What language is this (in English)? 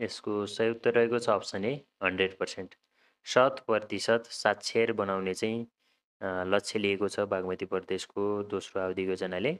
Nepali